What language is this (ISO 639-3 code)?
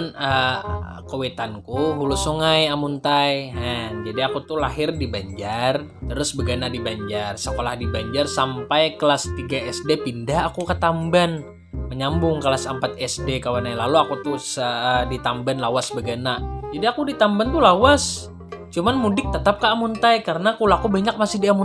bjn